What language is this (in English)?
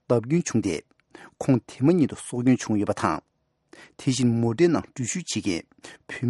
Tibetan